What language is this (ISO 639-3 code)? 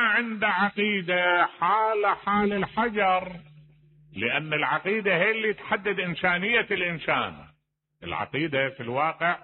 acm